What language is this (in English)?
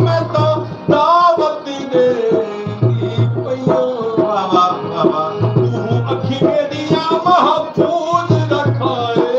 Saraiki